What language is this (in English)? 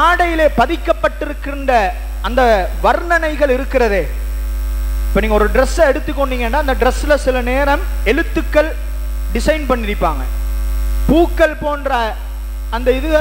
Tamil